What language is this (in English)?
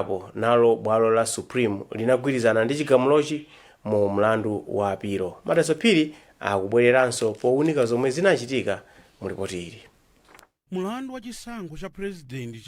Nyanja